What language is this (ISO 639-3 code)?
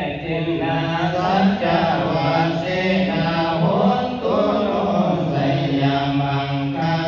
pli